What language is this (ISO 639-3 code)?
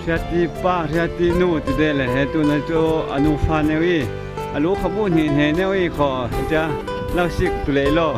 cfm